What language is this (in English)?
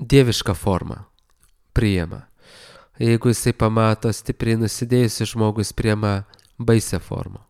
Lithuanian